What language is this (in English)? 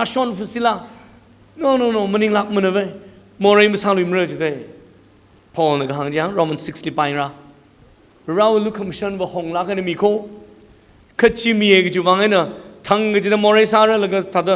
Tangkhul Naga (India)